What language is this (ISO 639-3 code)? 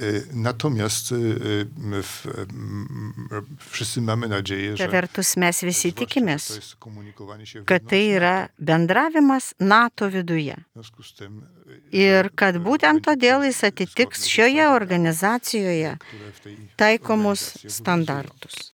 lit